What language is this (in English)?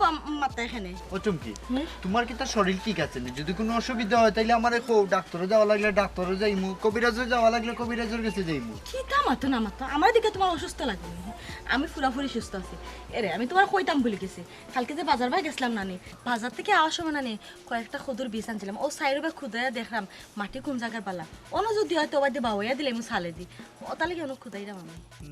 Sylheti